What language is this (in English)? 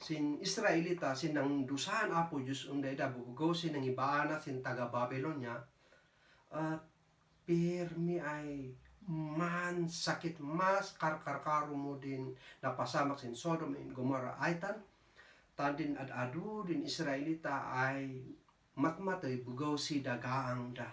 Kankanaey